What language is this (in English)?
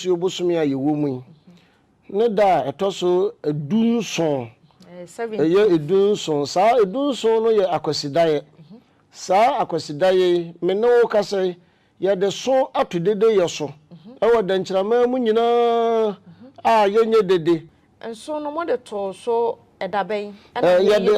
Akan